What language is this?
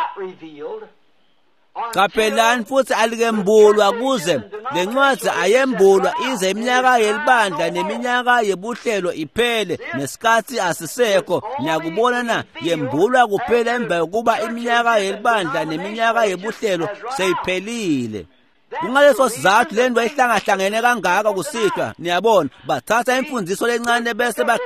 Swati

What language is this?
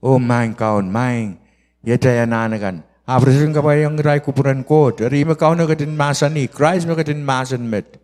Pohnpeian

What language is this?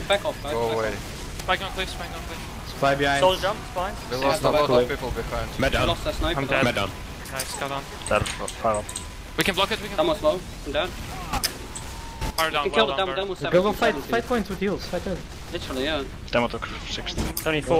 English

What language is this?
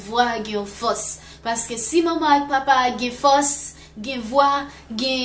Haitian Creole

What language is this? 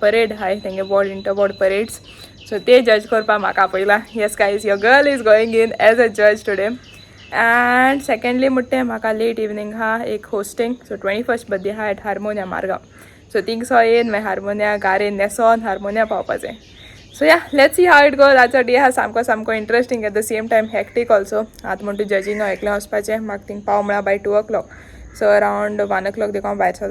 Konkani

